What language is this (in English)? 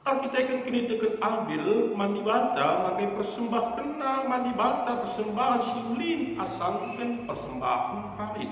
Batak Karo